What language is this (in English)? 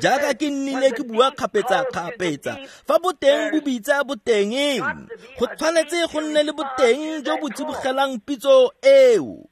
Tswana